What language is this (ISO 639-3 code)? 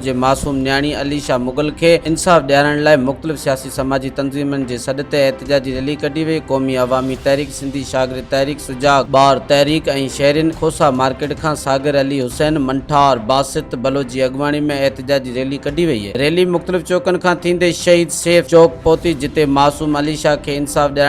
snd